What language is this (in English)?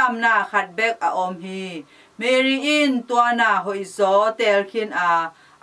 Tedim Chin